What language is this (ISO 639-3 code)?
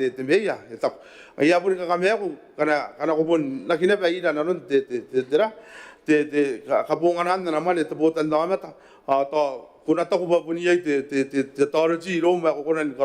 gil